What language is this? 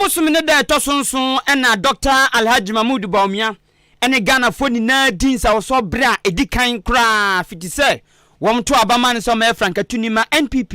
Akan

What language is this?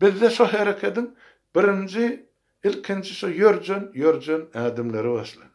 Turkmen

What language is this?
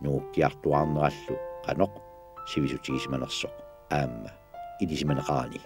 Kalaallisut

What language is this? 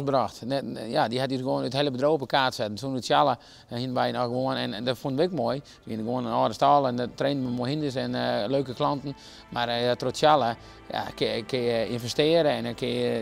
Western Frisian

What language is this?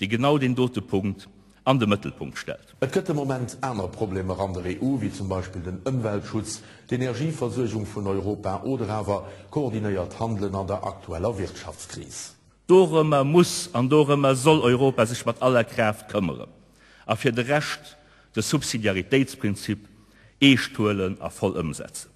Luxembourgish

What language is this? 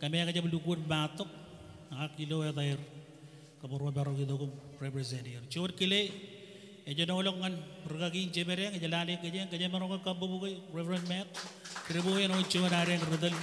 Marshallese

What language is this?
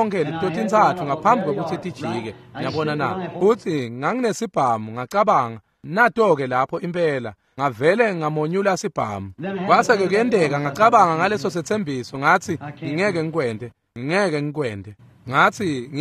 Swati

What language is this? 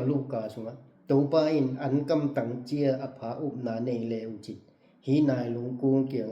Tedim Chin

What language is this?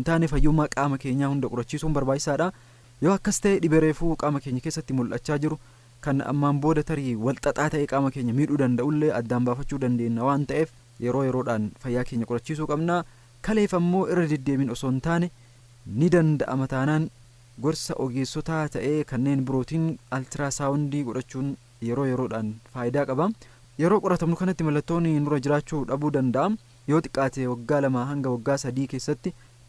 Oromo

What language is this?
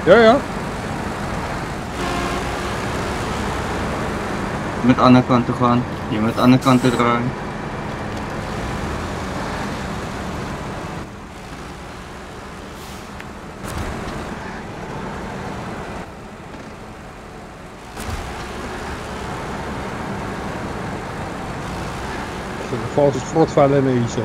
Afrikaans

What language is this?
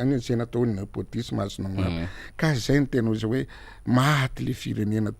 Malagasy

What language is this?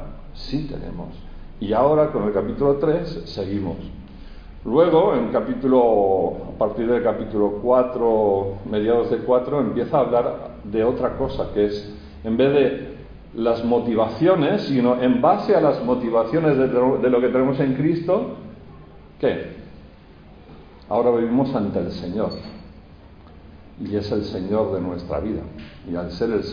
Spanish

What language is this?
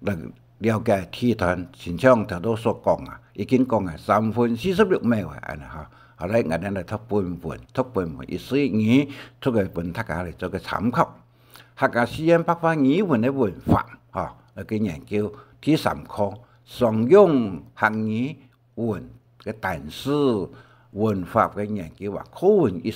Hakka Chinese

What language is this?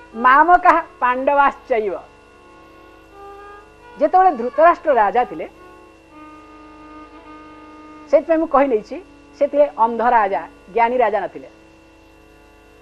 Odia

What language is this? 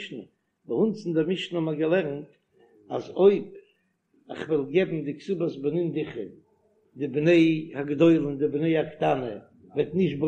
Yiddish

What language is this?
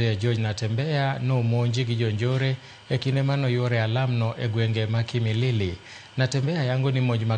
Luo (Kenya and Tanzania)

